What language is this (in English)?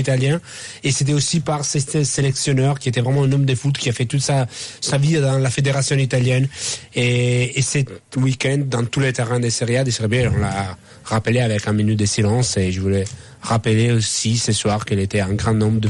French